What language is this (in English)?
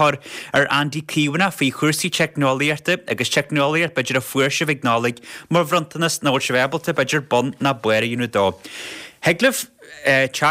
Irish